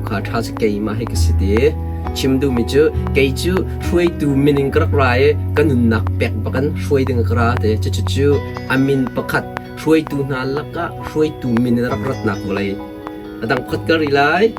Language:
Hakha Chin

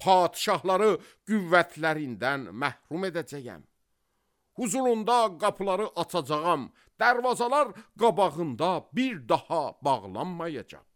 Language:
Azerbaijani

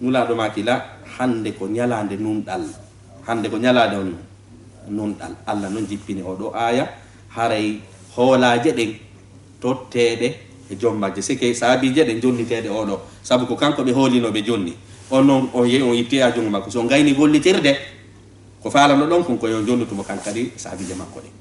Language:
Fula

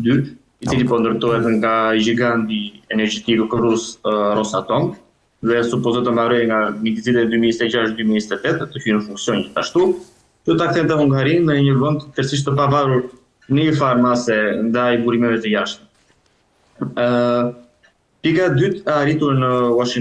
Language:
Albanian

